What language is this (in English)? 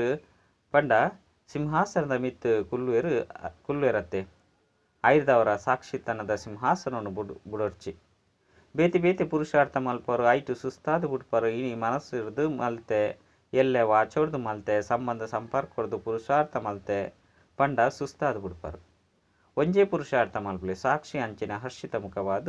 Tulu